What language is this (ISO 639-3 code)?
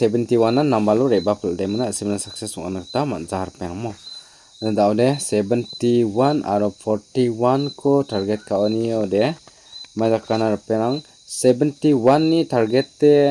grt